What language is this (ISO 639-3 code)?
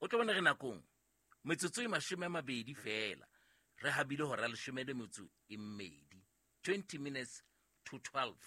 sot